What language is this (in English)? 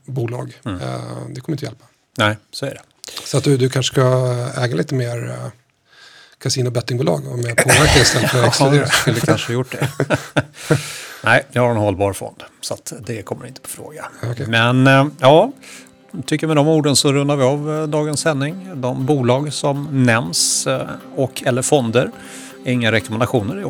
Swedish